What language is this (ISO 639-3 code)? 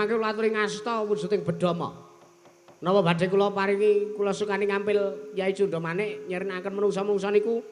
jav